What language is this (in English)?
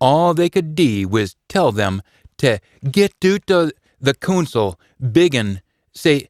Scots